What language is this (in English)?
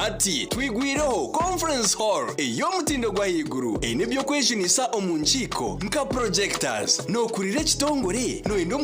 Nyankole